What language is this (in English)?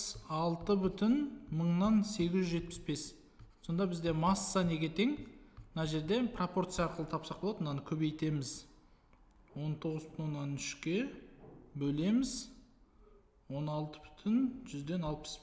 Kazakh